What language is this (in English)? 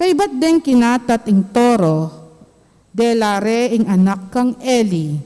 Pampanga